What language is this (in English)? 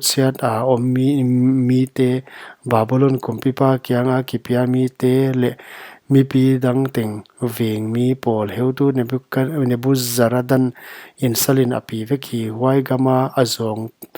Paite Chin